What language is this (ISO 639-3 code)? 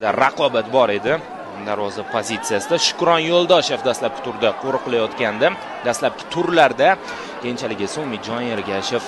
uzb